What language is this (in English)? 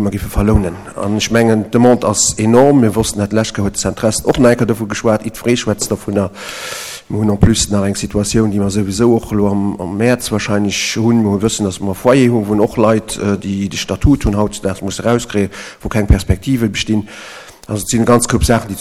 Luxembourgish